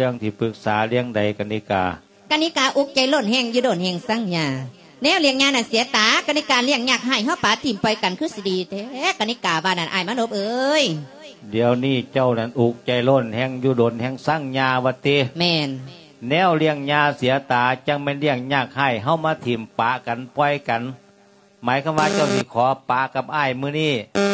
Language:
Lao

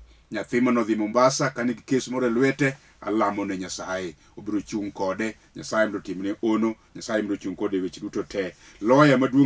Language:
Luo (Kenya and Tanzania)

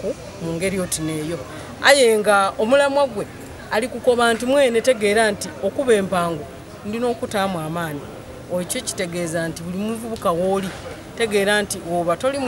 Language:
Soga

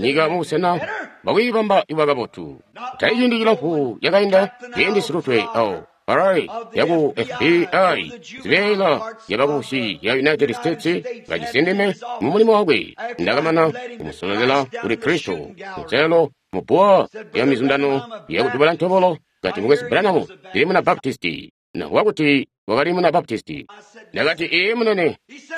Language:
Tonga (Zambia)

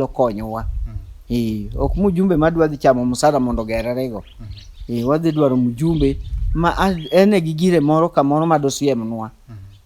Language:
Luo (Kenya and Tanzania)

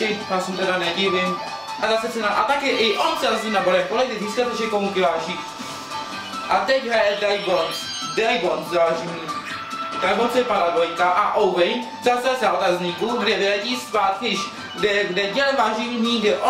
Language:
Czech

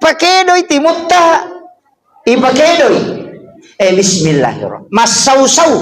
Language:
Buginese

